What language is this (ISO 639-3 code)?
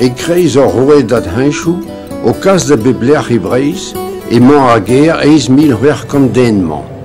bre